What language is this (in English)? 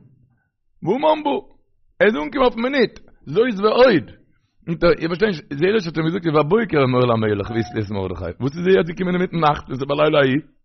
Yiddish